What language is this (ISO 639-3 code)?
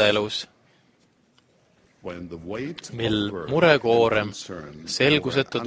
est